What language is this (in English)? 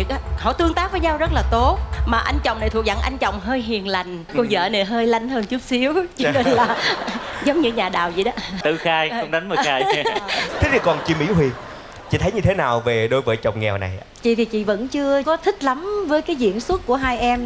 Vietnamese